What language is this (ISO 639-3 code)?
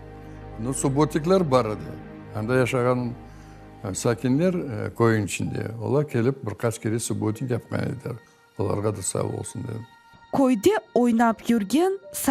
crh